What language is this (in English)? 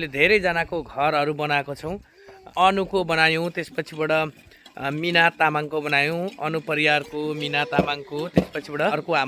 Nepali